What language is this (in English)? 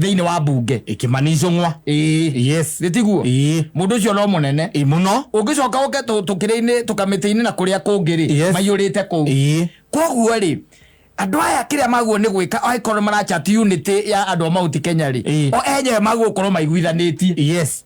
Kikuyu